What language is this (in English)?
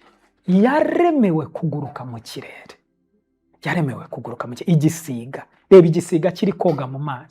Kinyarwanda